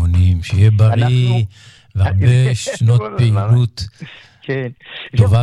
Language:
Hebrew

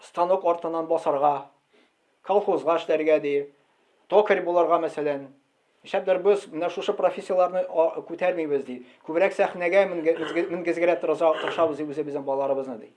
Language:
Tatar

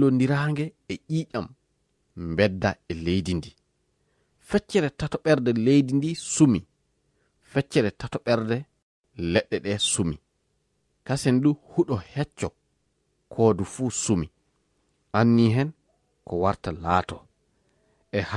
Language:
Fula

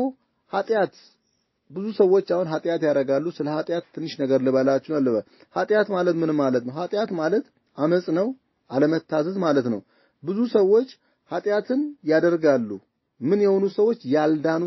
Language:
Amharic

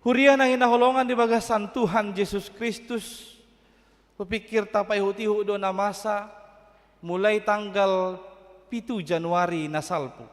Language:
Batak Toba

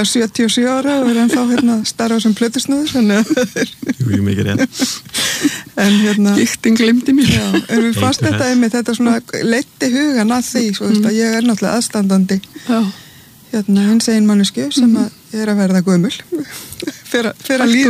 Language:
Icelandic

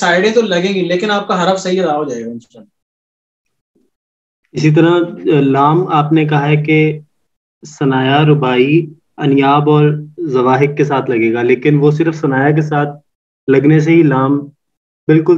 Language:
Urdu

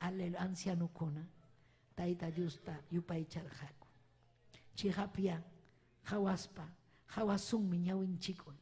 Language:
Ayacucho Quechua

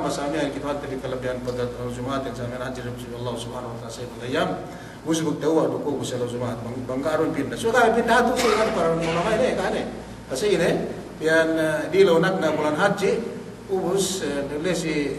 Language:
Yakan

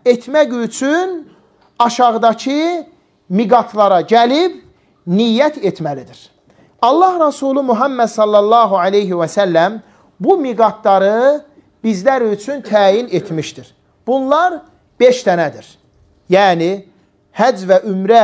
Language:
Azerbaijani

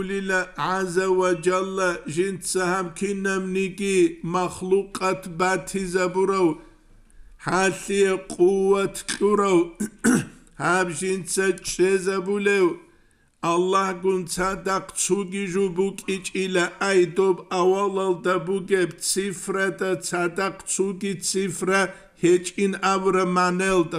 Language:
Avaric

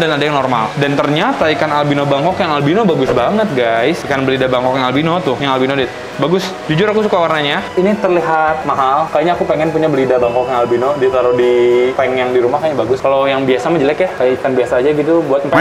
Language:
Indonesian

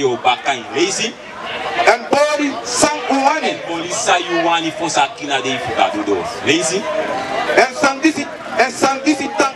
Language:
Sranan Tongo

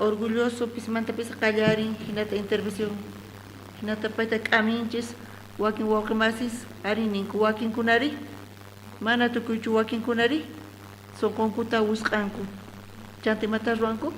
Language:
South Bolivian Quechua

